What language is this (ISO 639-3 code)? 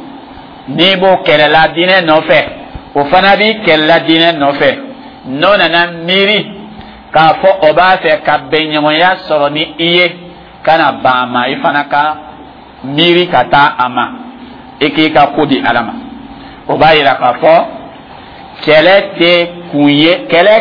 dyu